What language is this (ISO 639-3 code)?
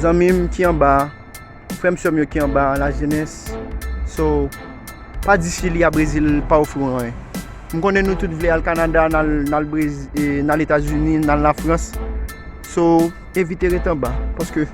hat